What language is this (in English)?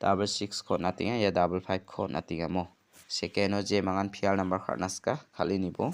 Garo